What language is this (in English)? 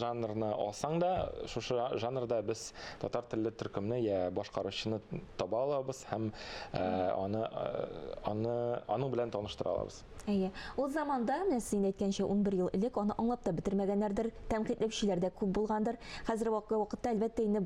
Tatar